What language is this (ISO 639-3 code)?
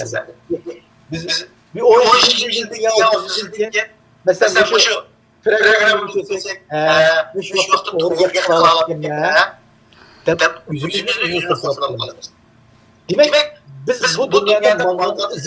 uig